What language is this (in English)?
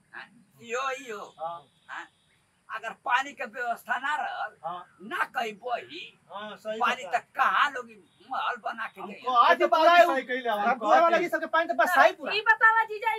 Bhojpuri